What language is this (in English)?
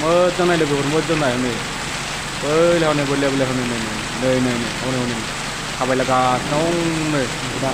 Bodo